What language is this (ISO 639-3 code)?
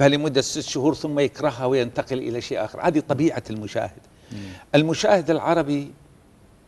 ara